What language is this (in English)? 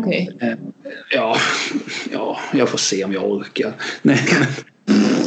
Swedish